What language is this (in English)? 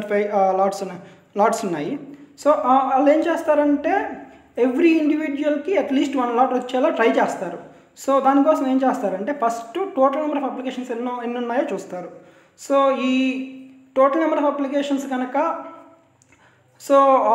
Telugu